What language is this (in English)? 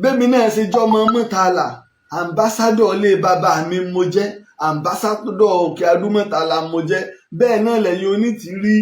Yoruba